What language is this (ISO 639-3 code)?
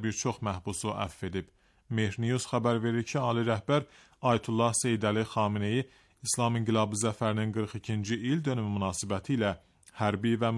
aze